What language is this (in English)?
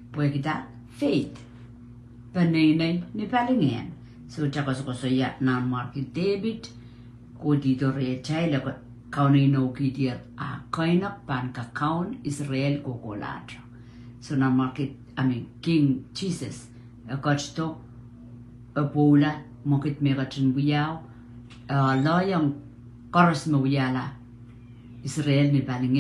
Pohnpeian